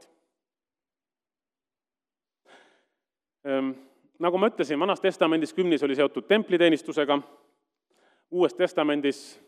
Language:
Estonian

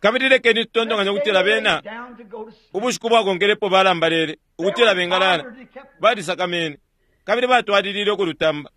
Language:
Bemba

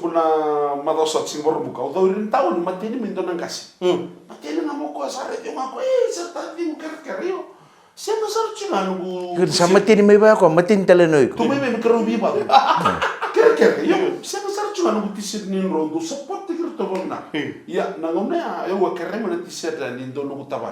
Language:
Fijian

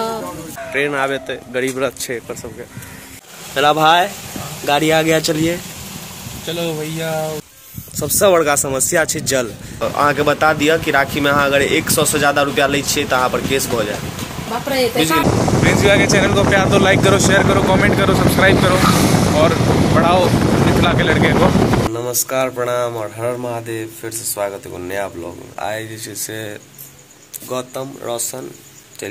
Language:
Maithili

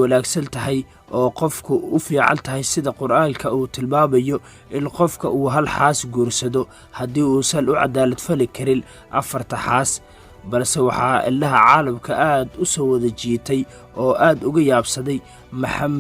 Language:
Somali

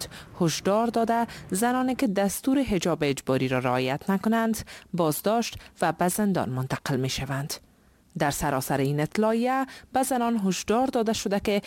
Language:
Persian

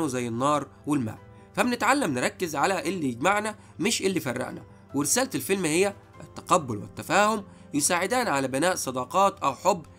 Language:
Egyptian Arabic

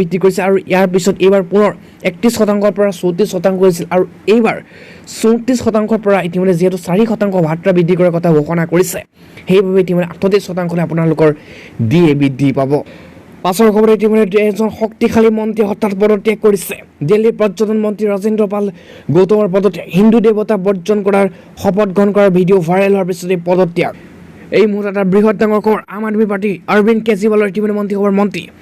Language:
Assamese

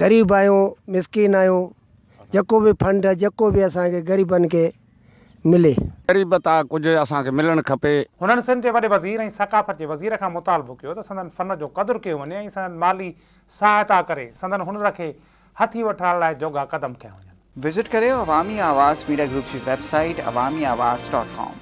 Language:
Sindhi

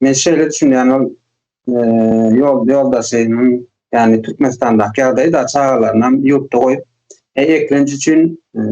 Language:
Turkmen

